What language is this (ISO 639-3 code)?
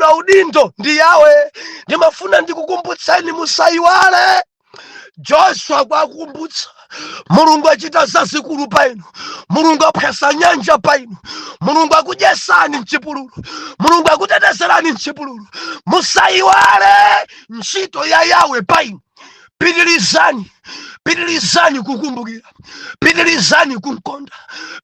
nya